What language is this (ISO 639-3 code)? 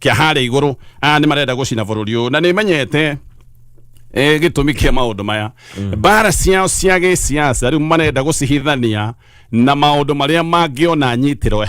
kik